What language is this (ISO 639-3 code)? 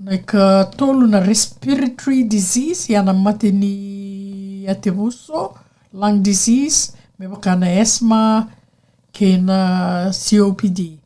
fij